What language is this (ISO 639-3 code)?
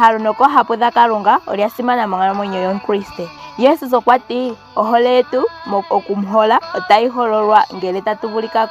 ndo